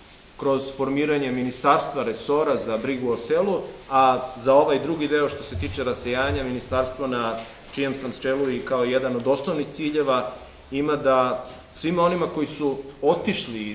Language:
Serbian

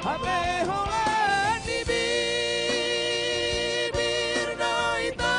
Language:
Batak Toba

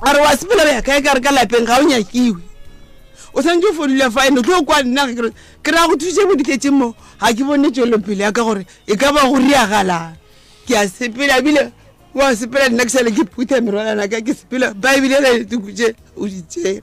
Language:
Northern Sotho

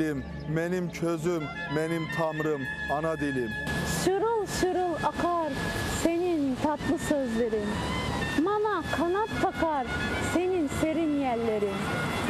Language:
Crimean Tatar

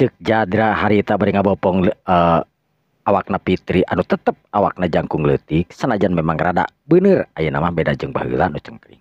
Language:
Sundanese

